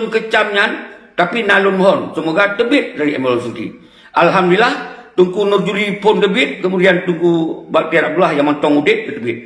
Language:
Achinese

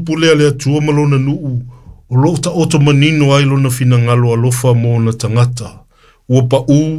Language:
Samoan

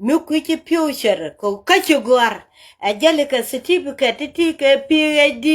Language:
Nuer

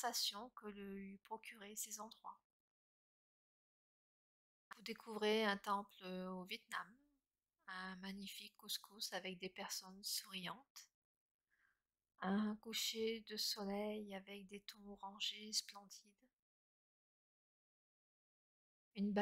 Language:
French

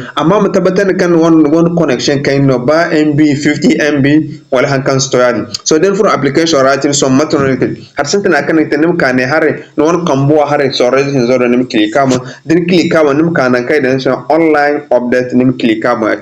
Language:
Zarma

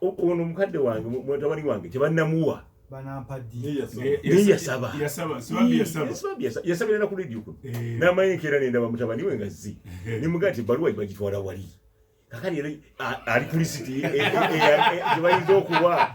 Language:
Ganda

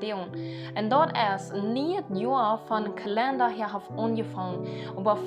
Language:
Plautdietsch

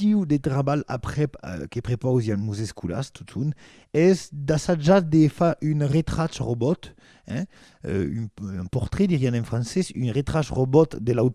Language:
Occitan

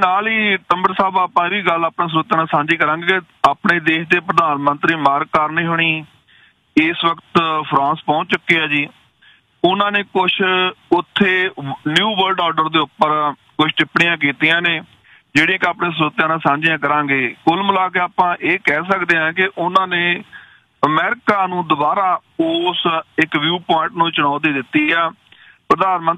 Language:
Punjabi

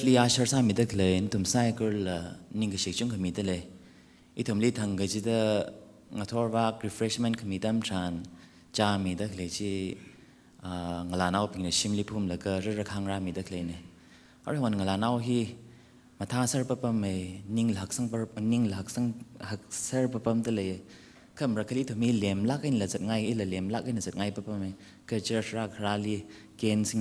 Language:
Tangkhul Naga (India)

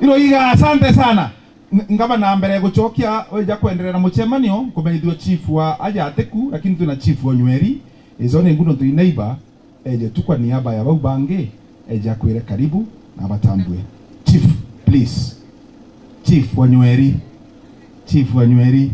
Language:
Meru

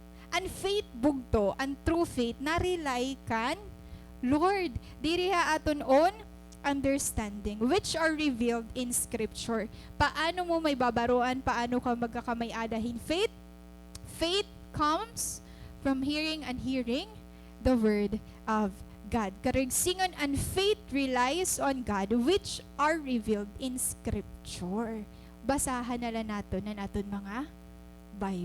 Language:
Waray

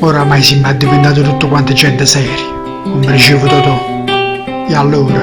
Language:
Neapolitan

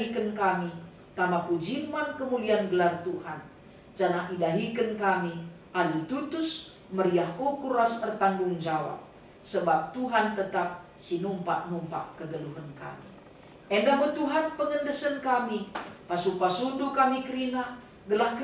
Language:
Batak Karo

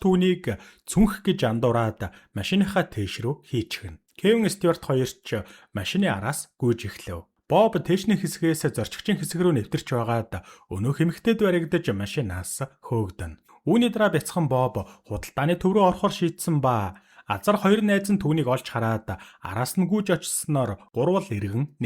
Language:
Mongolian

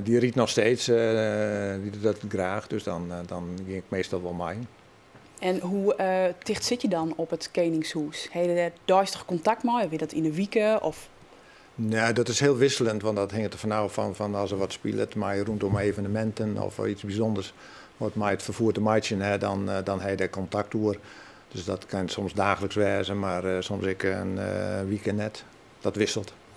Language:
Western Frisian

